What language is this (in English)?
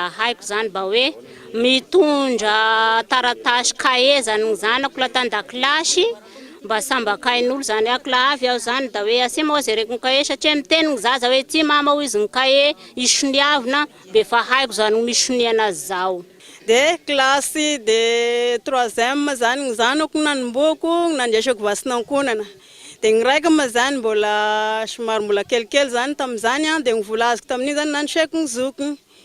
Malagasy